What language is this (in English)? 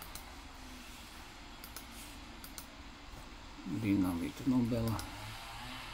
Slovak